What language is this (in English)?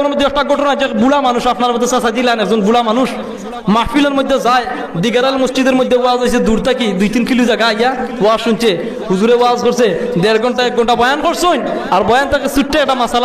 Sylheti